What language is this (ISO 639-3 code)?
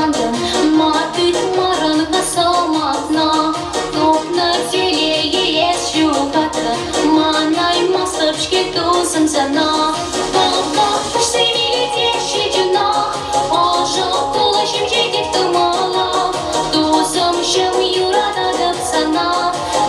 chv